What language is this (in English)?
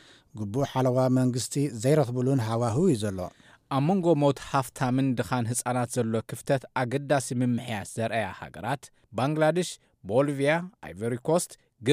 Tigrinya